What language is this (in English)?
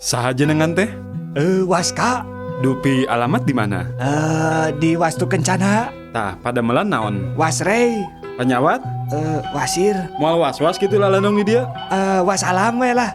Sundanese